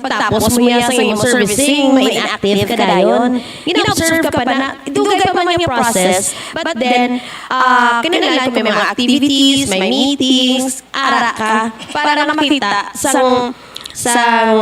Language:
Hiligaynon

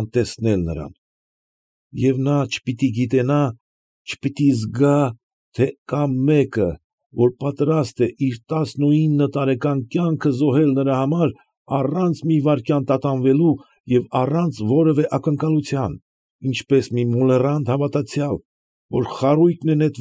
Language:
Armenian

